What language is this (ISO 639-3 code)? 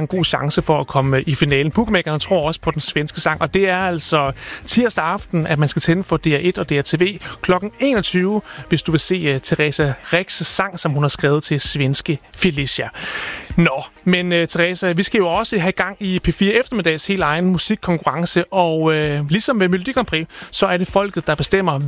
dan